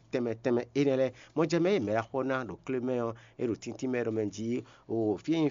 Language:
Fon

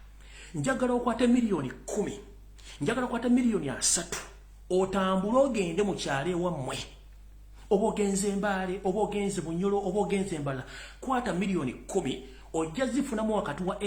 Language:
Ganda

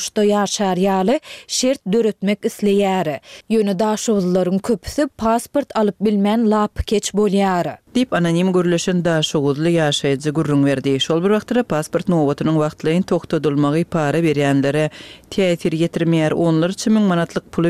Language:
Turkmen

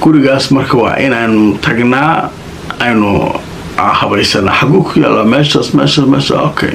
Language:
Somali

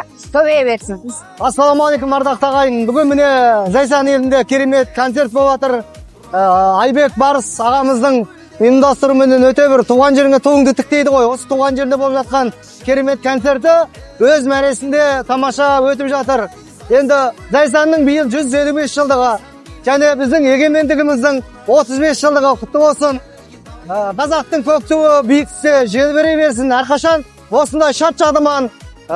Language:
Kazakh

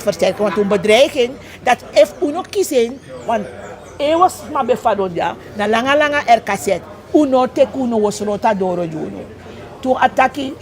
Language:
Sranan Tongo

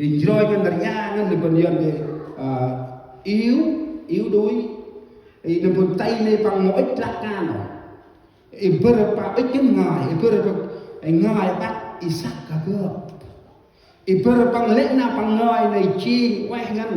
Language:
Central Mnong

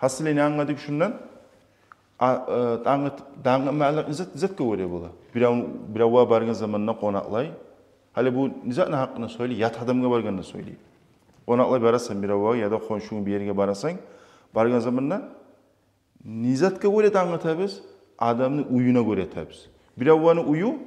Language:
Kumyk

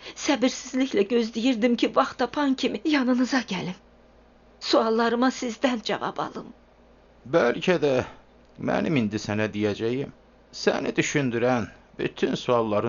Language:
Azerbaijani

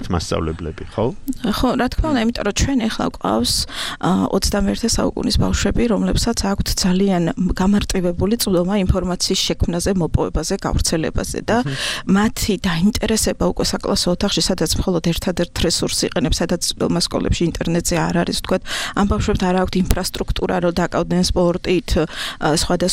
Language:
Georgian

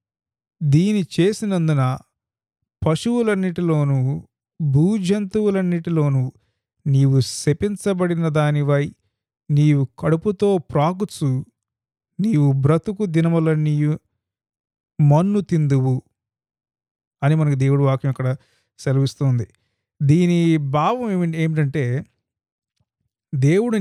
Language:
Telugu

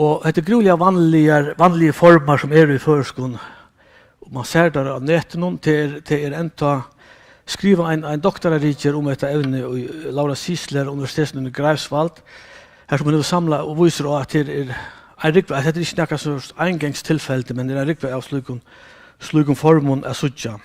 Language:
Faroese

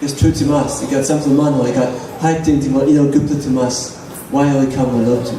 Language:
Tok Pisin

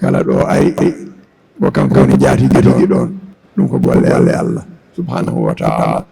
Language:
Fula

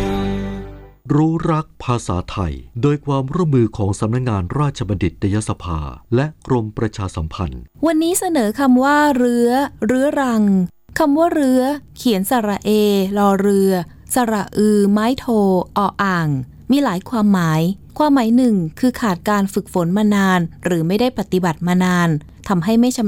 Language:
Thai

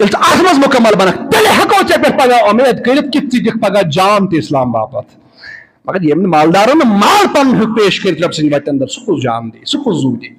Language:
Kashmiri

